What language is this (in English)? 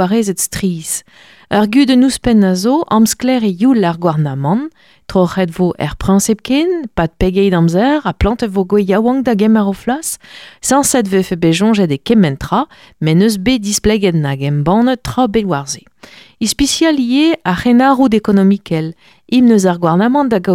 Breton